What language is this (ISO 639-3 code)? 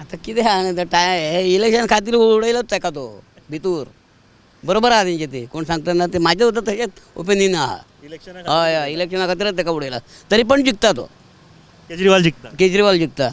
kok